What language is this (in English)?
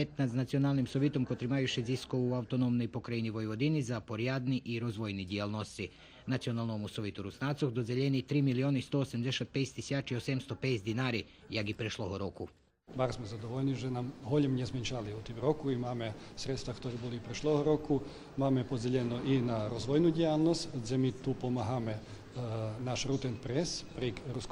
Rusyn